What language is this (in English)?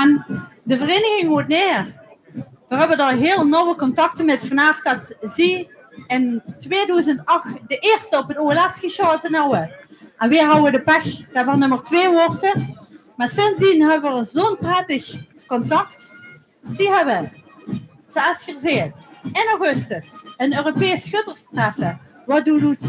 Limburgish